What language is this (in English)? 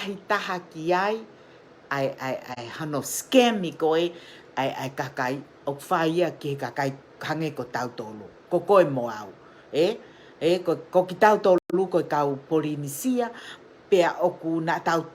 Tongan